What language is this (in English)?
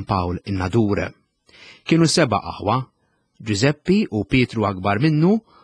Maltese